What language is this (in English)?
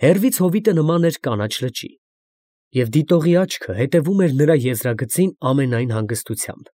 Armenian